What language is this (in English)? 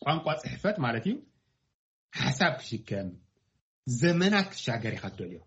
Tigrinya